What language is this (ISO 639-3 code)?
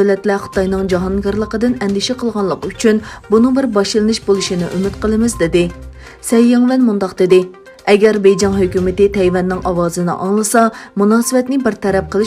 uig